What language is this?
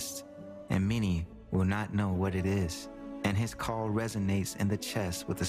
Nyanja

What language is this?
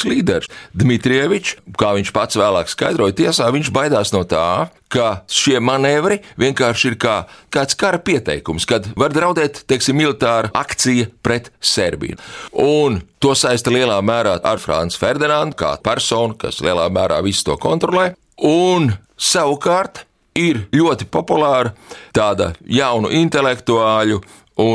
Latvian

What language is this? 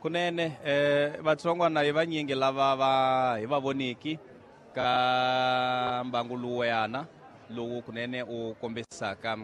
Tsonga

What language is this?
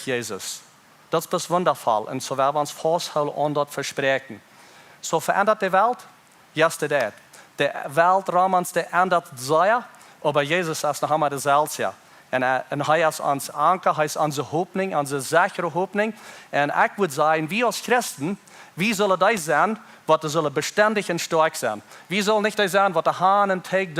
Plautdietsch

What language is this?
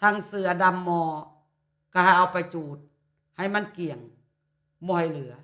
Lao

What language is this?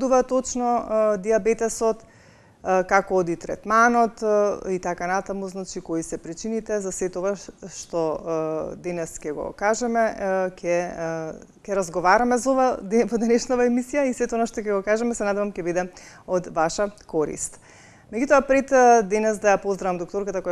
Macedonian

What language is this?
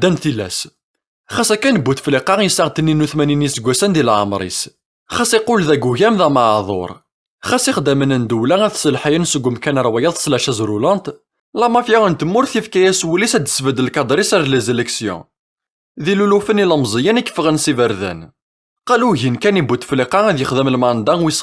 Kabyle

